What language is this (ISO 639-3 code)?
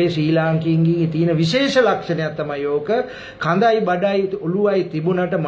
sin